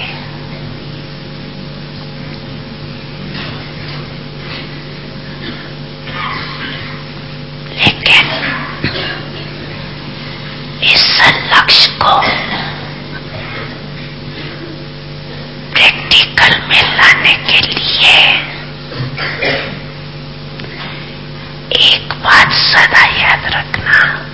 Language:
Hindi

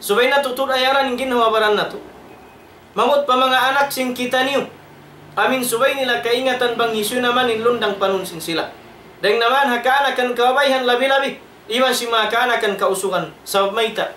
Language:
Tausug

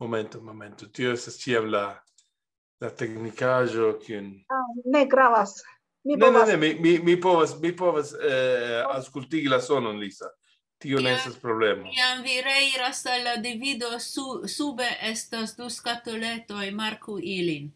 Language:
Esperanto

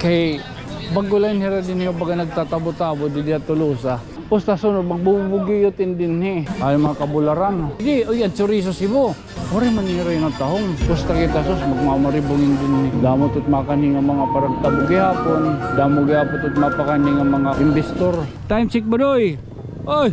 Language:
Waray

